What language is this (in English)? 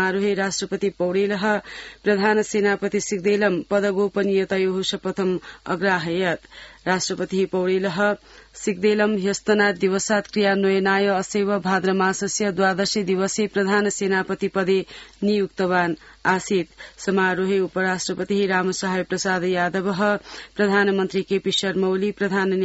Sanskrit